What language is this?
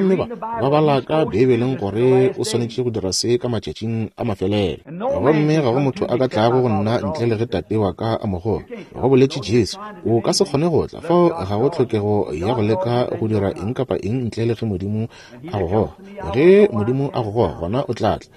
Northern Sotho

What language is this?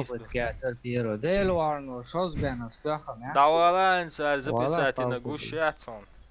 Chechen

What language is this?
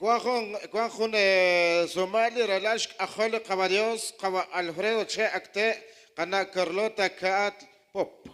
Kekchí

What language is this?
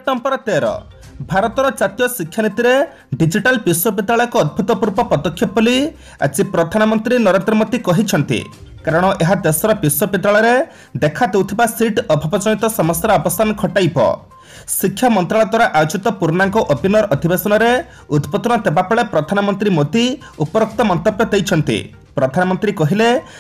Odia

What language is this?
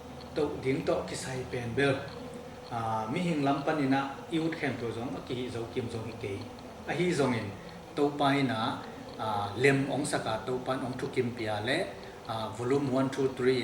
Tedim Chin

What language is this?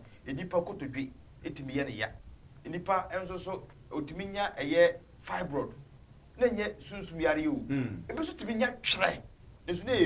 Akan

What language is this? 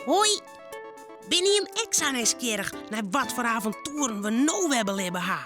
Western Frisian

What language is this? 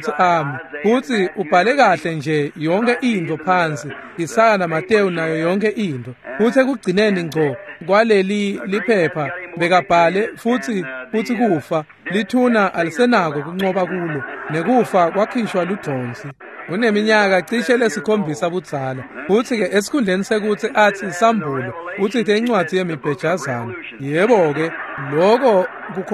Swati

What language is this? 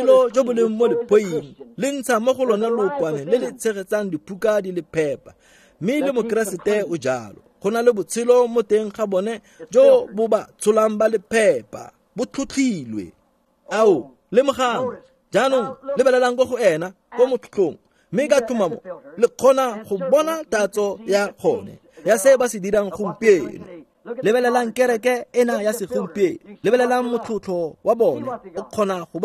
Tswana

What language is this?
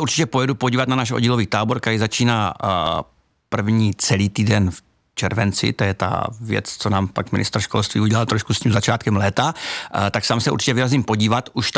Czech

